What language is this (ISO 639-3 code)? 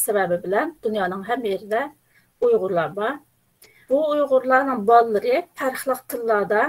uig